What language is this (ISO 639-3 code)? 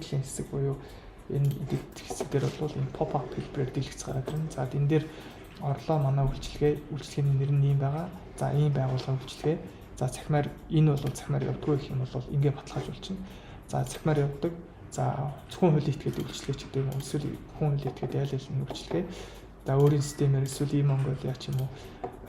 mon